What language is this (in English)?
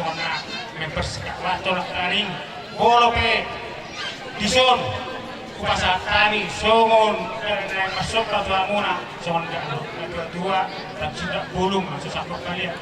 Batak Toba